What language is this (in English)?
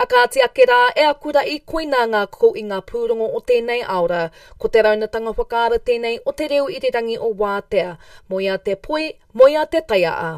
Māori